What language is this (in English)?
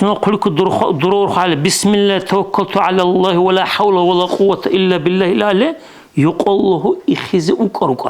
Dargwa